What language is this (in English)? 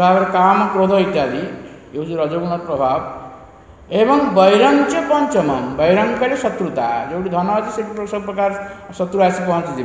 Odia